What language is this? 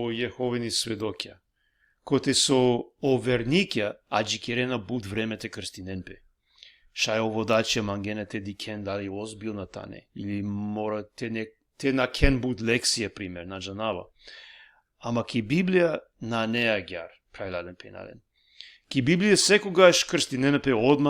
Balkan Romani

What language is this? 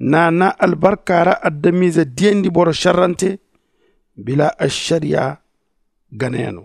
Zarma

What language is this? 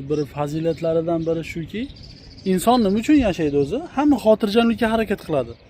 Uzbek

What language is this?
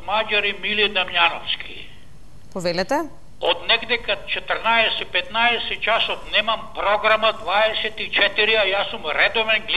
Macedonian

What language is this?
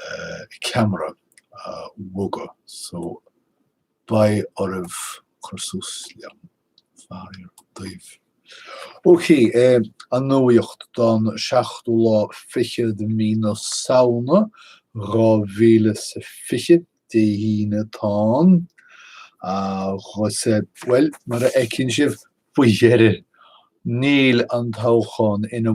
Irish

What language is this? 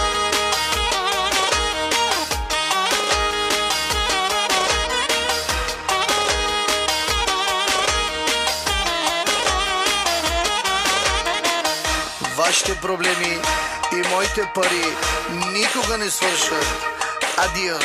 Bulgarian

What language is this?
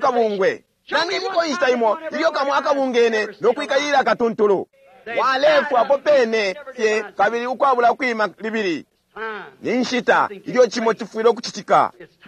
Bemba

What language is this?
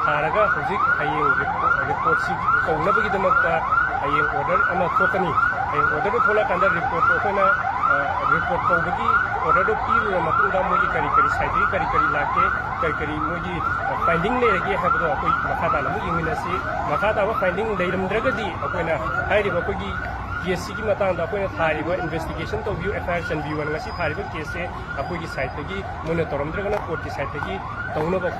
Manipuri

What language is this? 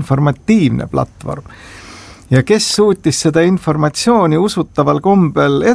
Estonian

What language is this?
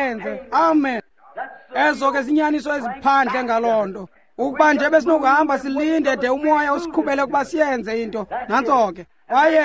Xhosa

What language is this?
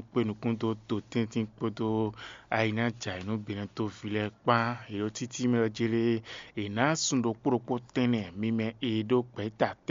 Fon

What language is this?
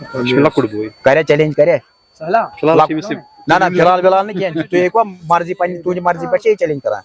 Kashmiri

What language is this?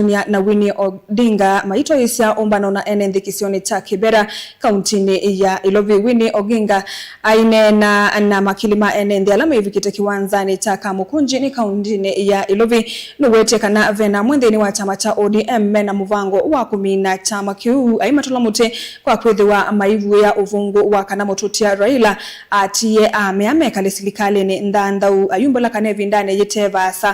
Kamba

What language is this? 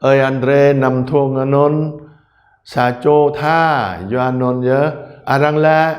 Jarai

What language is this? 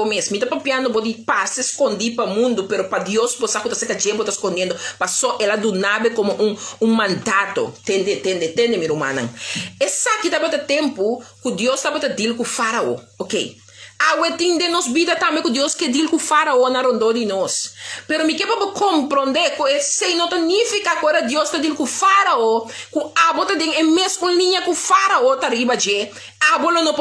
Papiamento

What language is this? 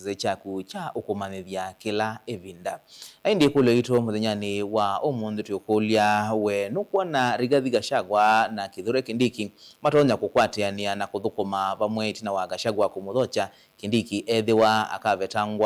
Kamba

